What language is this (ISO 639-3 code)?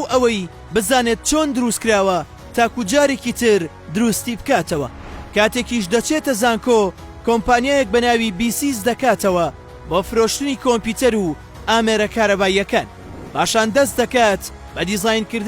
ckb